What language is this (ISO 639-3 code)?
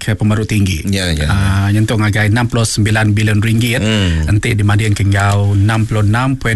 iba